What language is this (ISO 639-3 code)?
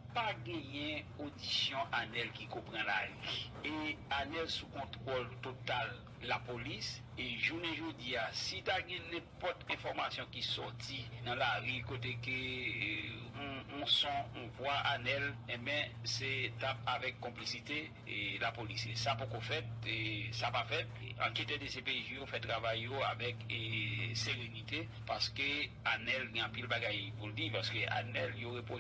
hat